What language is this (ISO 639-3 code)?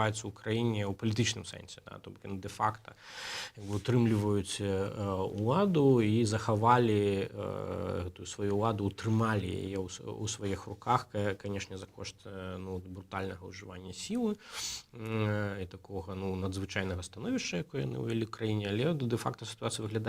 bel